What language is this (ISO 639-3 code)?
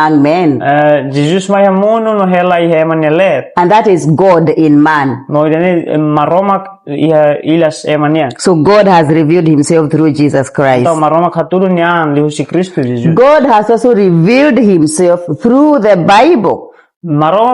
tet